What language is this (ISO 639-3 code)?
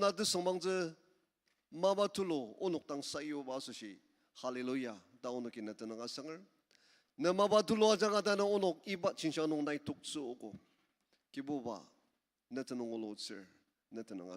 njo